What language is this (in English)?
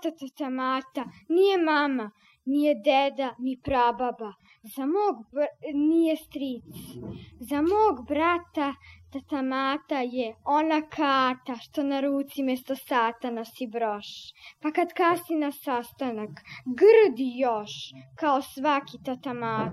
Serbian